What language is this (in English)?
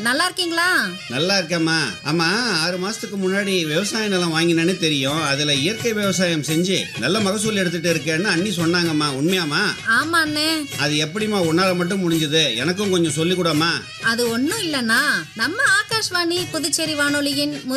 Tamil